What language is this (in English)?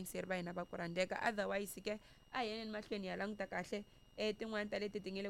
Tsonga